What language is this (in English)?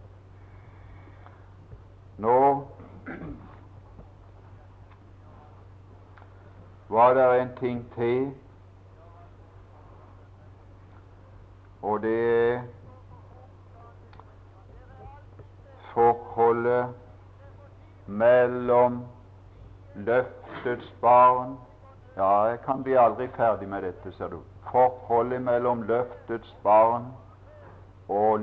Norwegian